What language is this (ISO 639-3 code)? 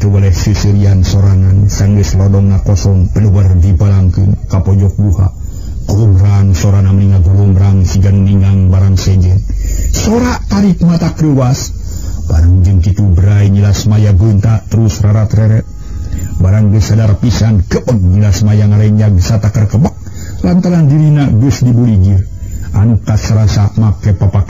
sun